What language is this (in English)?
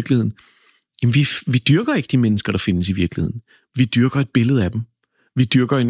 Danish